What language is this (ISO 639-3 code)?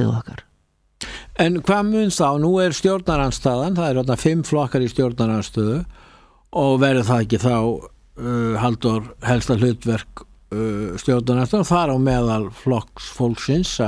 isl